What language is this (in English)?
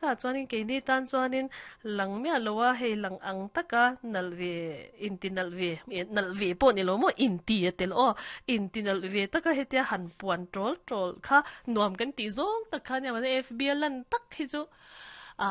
Mizo